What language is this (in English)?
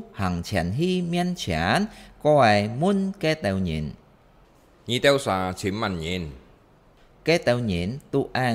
Hakka Chinese